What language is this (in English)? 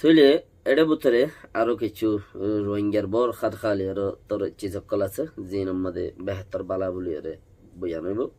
Rohingya